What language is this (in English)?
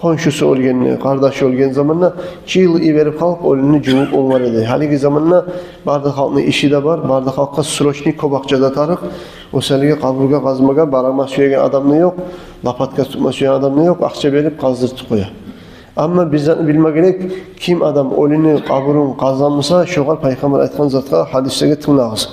Kumyk